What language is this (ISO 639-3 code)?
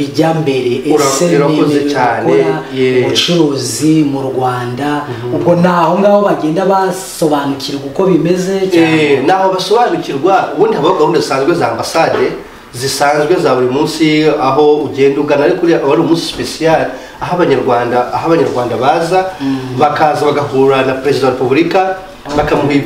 kin